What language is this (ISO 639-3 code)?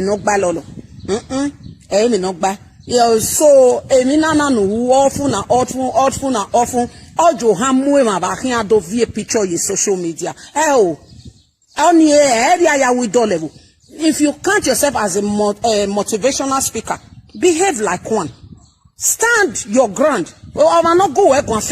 pcm